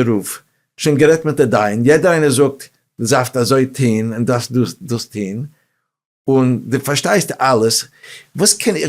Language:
Yiddish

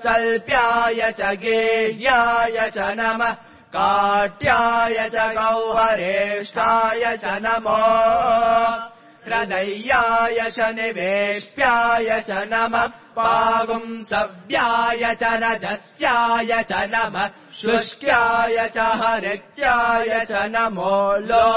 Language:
Sanskrit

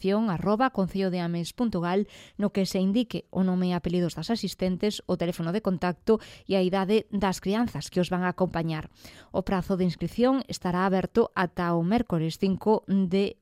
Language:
Galician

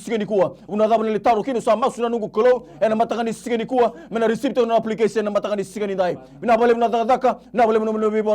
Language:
Fijian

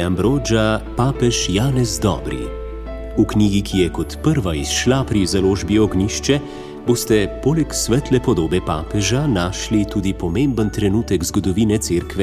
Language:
Slovenian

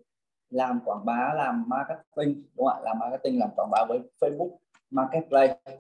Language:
Vietnamese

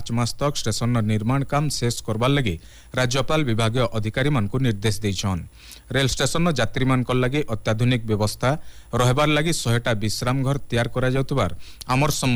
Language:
Odia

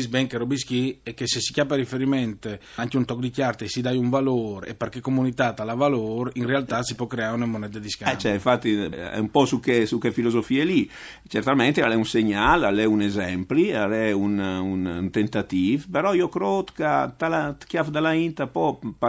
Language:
Friulian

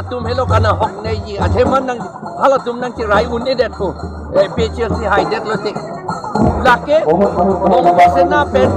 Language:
Karbi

